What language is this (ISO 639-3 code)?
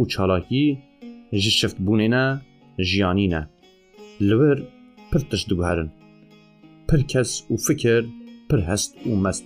kur